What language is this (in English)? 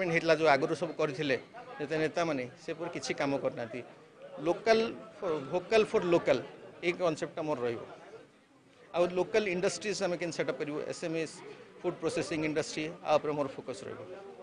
Odia